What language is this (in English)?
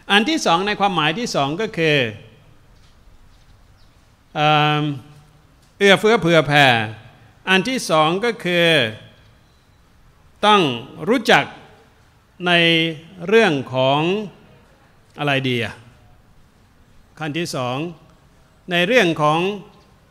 Thai